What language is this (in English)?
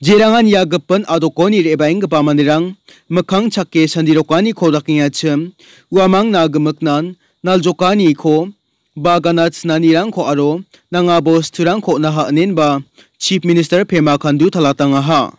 Garo